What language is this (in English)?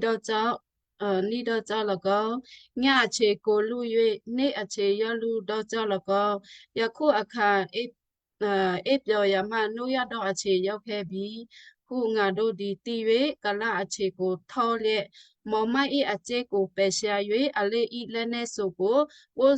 Western Kayah